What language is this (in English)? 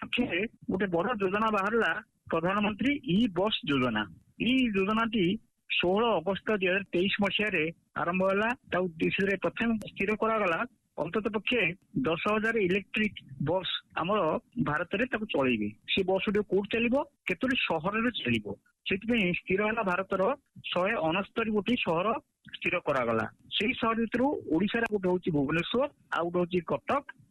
Odia